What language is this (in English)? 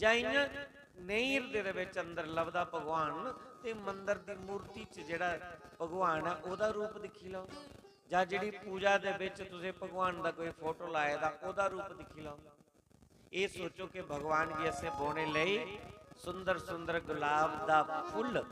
Dogri